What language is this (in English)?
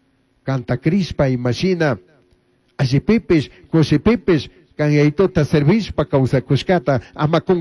Chimborazo Highland Quichua